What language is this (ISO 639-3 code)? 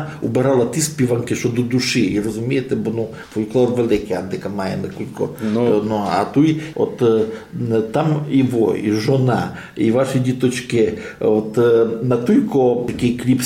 rue